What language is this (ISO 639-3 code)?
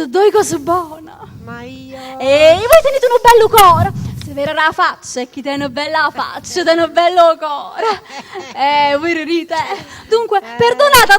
nap